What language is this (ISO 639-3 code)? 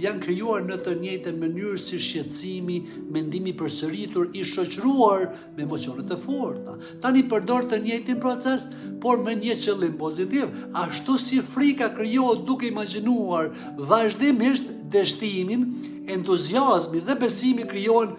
sqi